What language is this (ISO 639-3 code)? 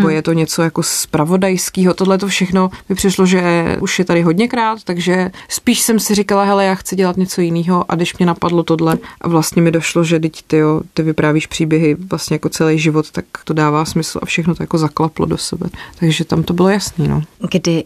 ces